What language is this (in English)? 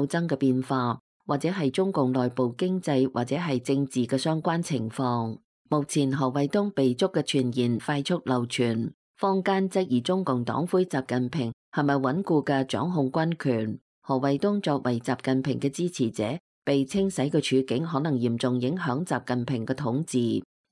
Cantonese